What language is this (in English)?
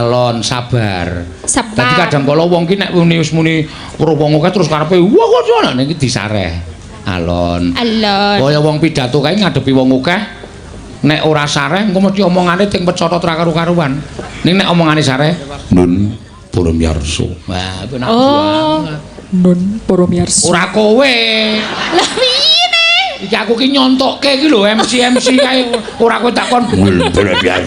Javanese